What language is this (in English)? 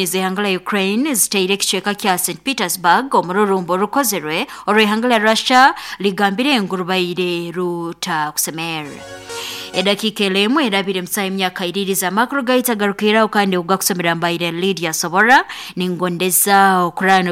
Nyoro